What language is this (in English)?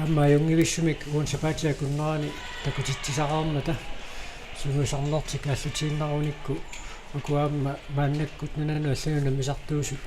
Kalaallisut